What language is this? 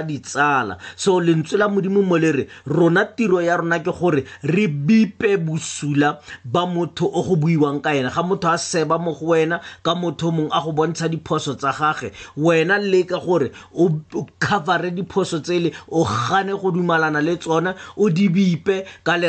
Tswana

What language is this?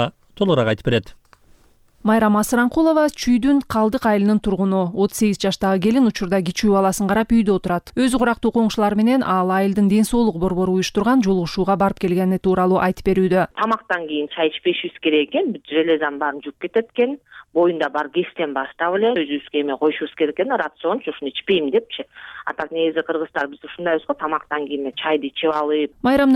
Kyrgyz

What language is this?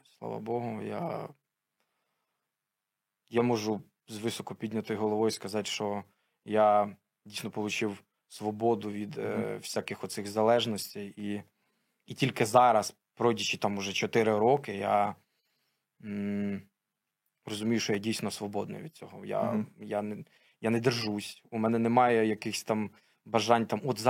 Ukrainian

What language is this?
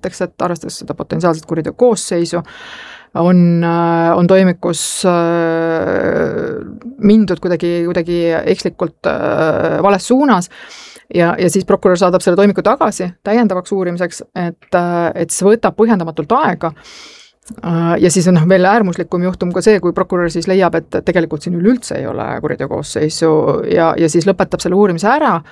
Estonian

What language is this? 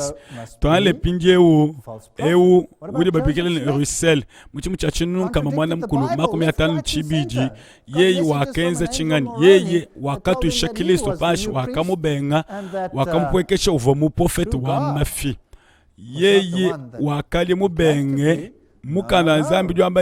Luba-Lulua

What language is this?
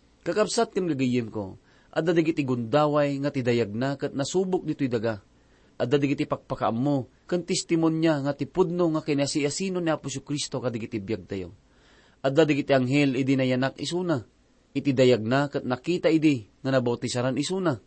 Iloko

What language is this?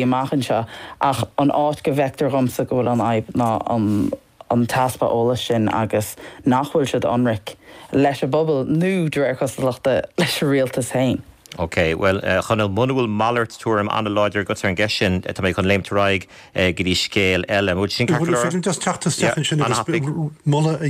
Irish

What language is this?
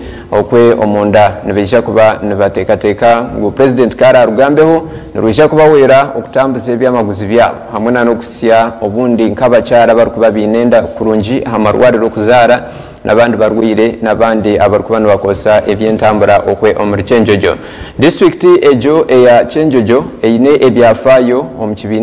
Nyankole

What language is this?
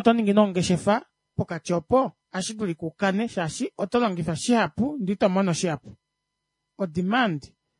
Kuanyama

